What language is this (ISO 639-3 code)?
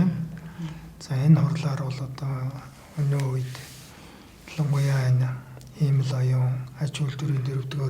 mon